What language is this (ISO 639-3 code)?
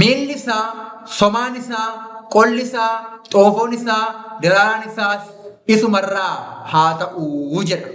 orm